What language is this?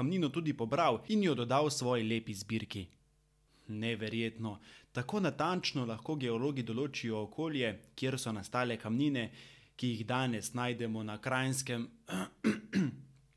Slovenian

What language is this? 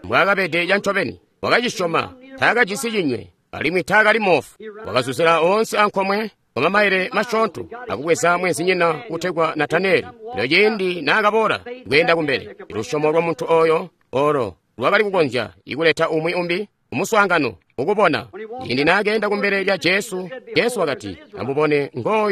Tonga (Zambia)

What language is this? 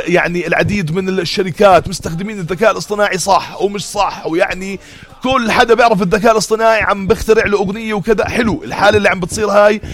North Levantine Arabic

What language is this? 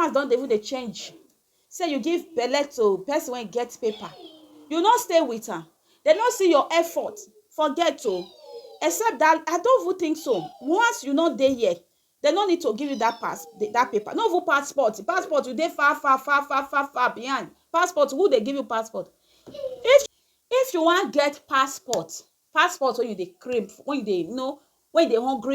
Nigerian Pidgin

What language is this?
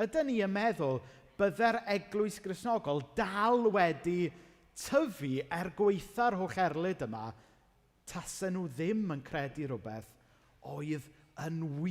Welsh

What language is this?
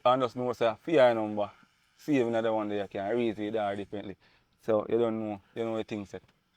Jamaican Creole English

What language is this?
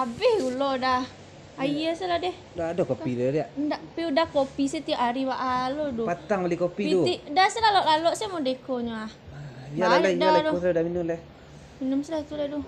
Minangkabau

